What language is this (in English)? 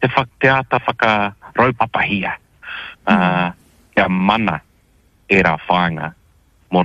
Māori